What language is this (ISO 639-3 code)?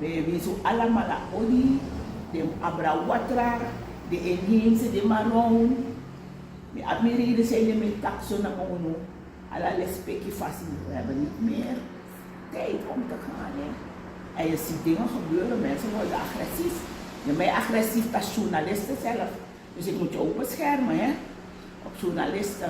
srn